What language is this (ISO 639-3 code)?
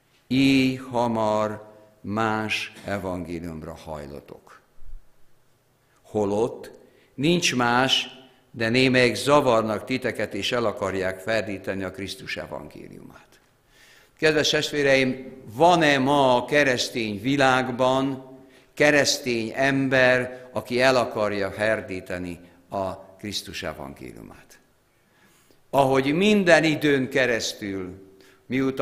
hun